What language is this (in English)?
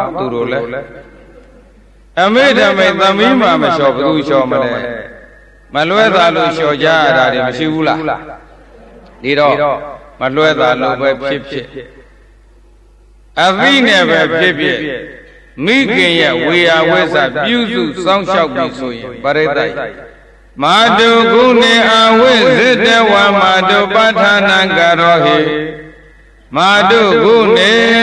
Burmese